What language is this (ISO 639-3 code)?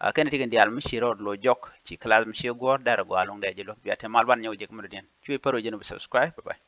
nus